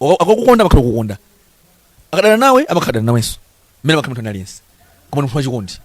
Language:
Nyanja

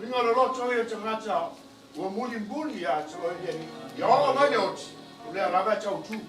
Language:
Samoan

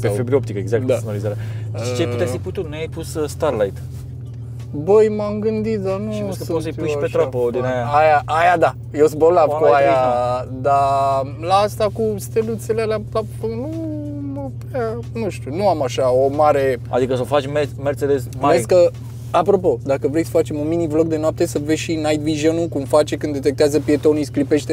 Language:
Romanian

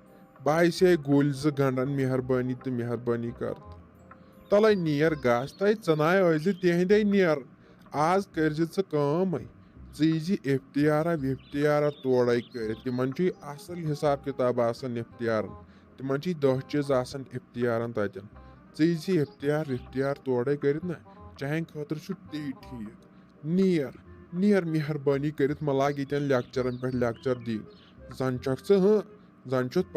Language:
Kashmiri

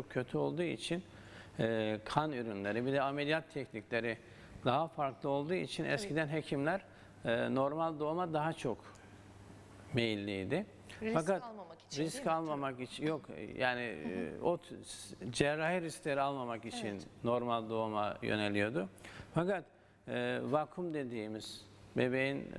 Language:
Turkish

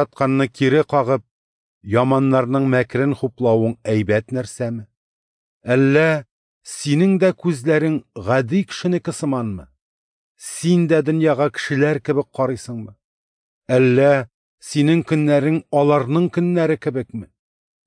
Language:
Tatar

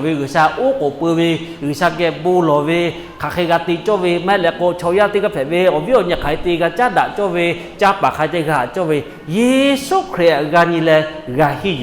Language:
Lahu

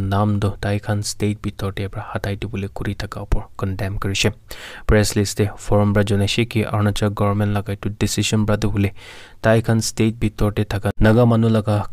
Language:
Naga Pidgin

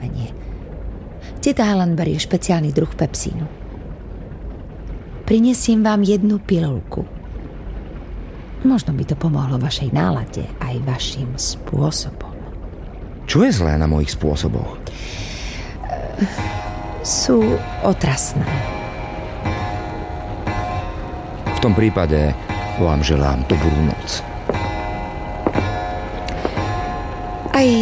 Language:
Slovak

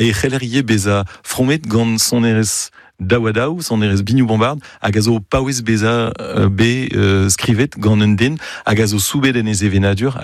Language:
Breton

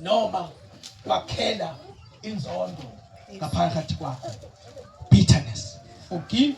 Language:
Zulu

